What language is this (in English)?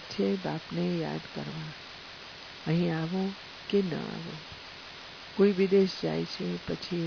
Gujarati